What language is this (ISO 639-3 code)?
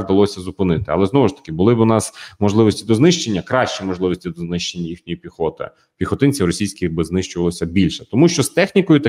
ukr